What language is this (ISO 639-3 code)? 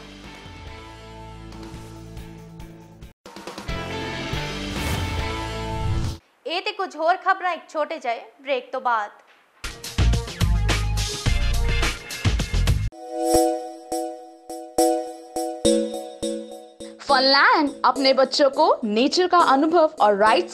pan